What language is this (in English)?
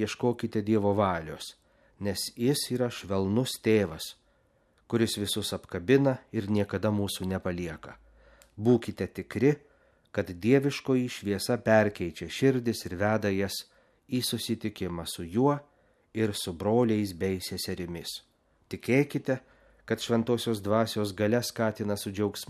Lithuanian